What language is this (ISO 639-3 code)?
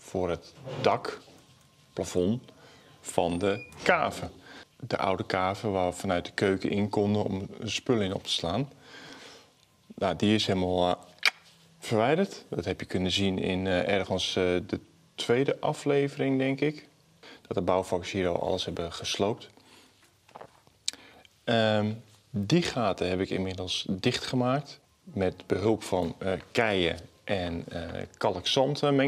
nld